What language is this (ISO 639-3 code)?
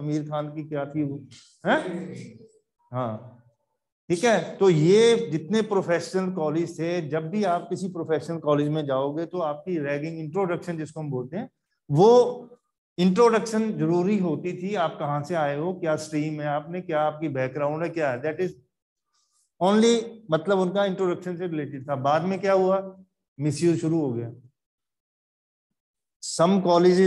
hin